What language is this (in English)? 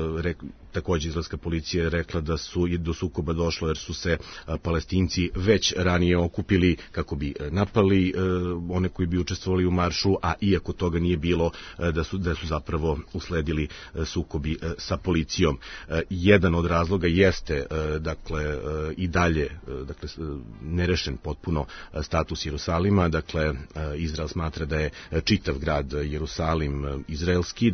Serbian